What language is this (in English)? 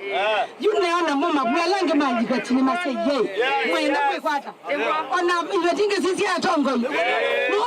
Kamba